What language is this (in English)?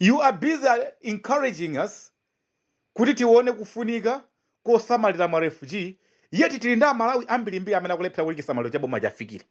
Nyanja